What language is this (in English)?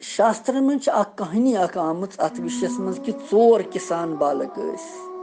Kashmiri